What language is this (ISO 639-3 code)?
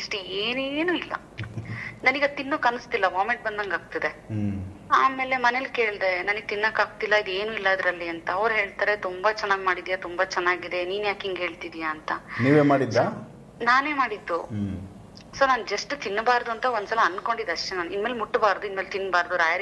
kan